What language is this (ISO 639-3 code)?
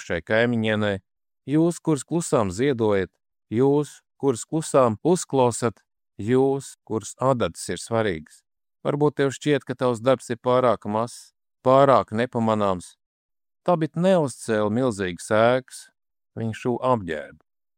lav